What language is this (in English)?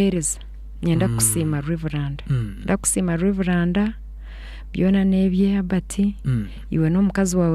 Nyankole